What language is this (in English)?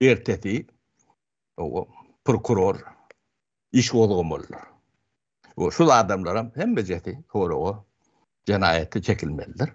Turkmen